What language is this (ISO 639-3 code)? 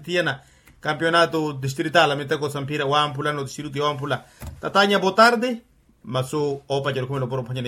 vmw